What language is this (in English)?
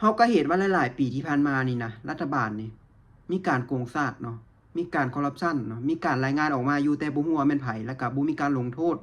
Lao